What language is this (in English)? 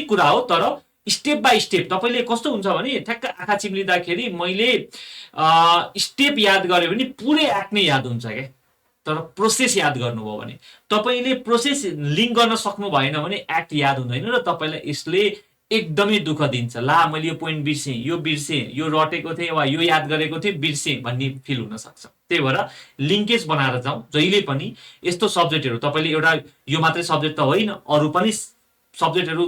Nepali